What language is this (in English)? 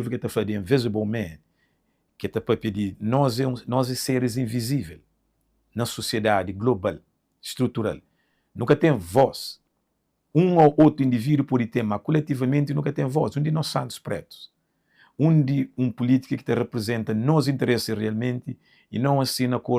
Kabuverdianu